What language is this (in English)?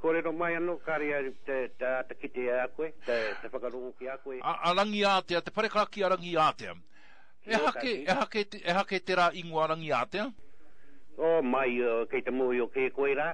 Māori